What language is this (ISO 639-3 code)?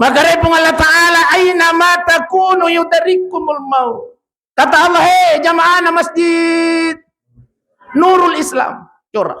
bug